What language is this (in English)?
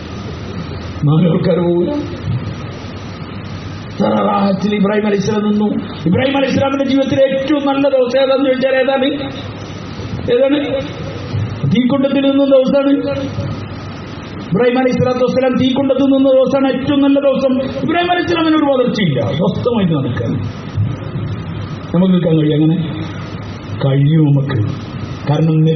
Malayalam